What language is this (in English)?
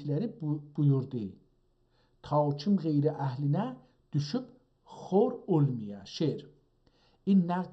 South Azerbaijani